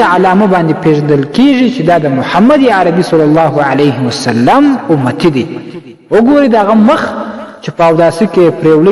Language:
Pashto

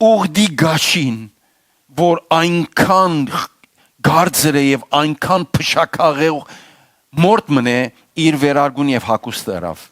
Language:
Western Armenian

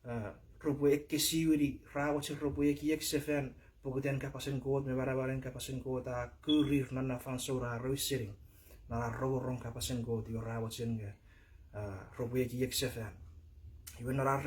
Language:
Chuukese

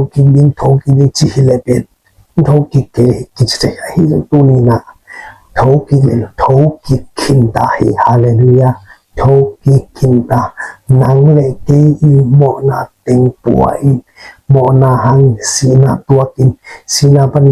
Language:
Tedim Chin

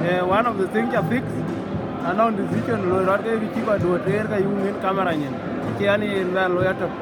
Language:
Dinka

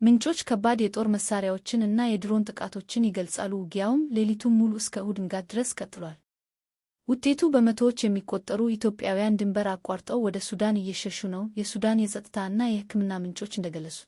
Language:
Amharic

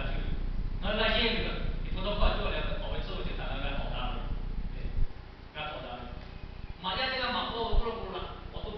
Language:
Lahu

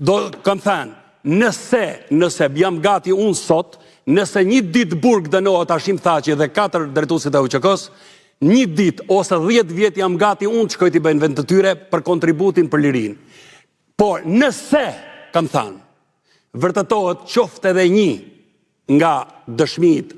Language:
Albanian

